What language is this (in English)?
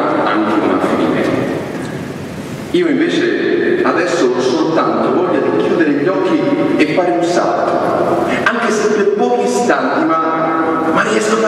Italian